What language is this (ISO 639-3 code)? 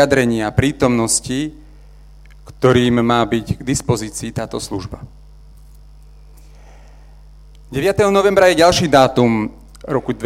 slk